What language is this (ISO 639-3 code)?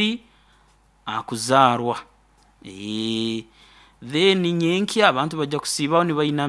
nyo